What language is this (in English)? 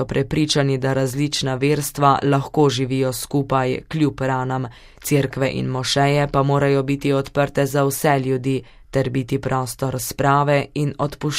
Slovenian